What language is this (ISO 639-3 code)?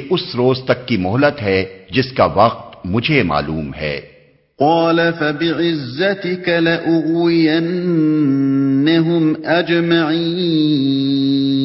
urd